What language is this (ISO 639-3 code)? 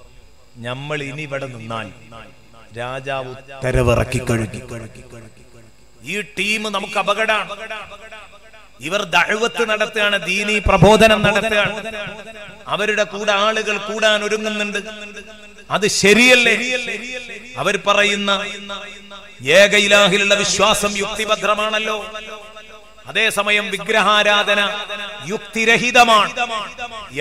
mal